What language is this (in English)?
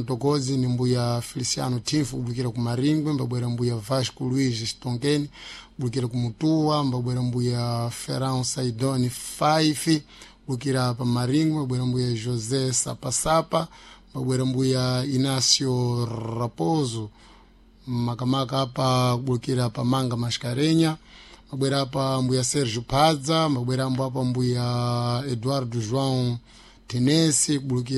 Sena